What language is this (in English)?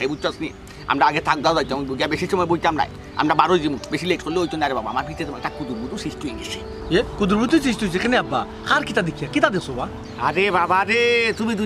Sylheti